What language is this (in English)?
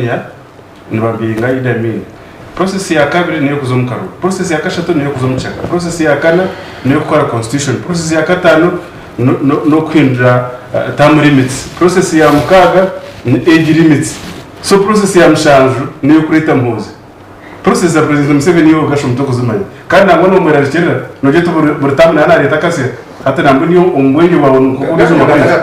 Nyankole